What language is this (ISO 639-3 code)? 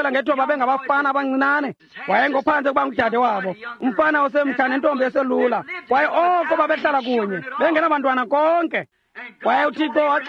xho